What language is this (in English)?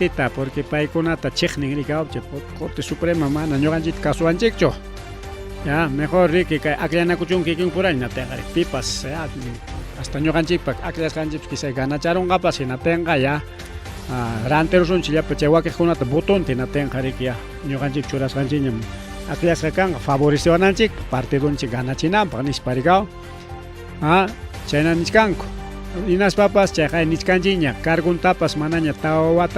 Ayacucho Quechua